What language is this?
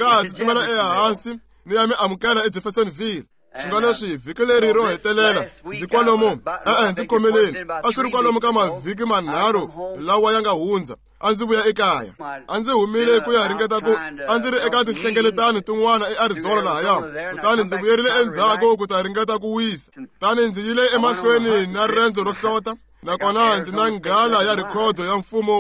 Tsonga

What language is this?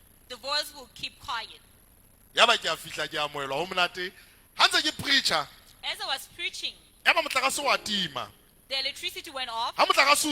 Southern Sotho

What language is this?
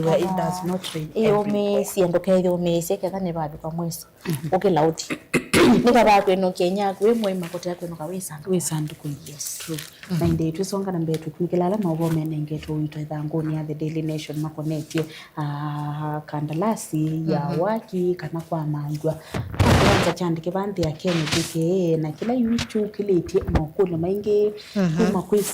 Kamba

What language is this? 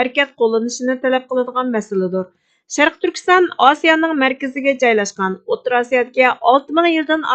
Uyghur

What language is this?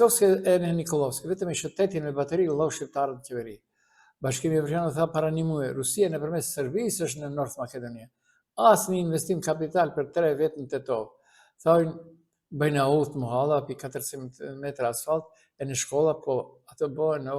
Albanian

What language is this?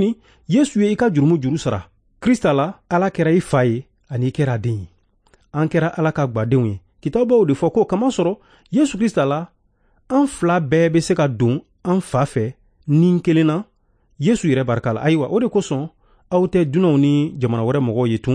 Bambara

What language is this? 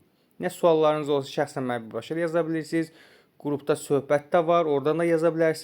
Azerbaijani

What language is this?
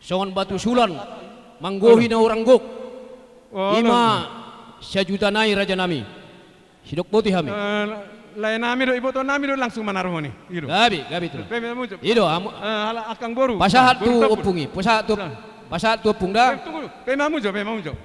Batak Toba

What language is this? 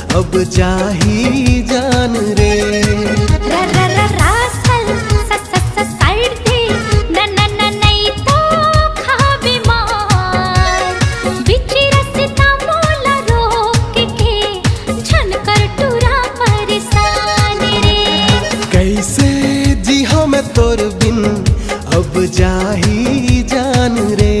Chhattisgarhi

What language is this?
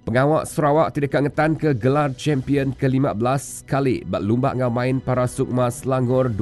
Iban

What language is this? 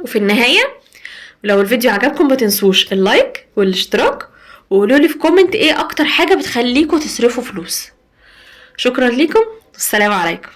Egyptian Arabic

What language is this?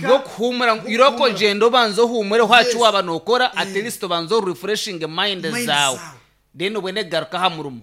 Nyankole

